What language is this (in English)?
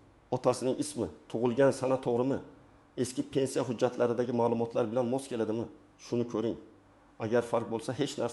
Uzbek